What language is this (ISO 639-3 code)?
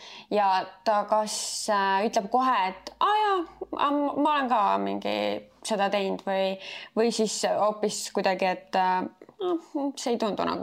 est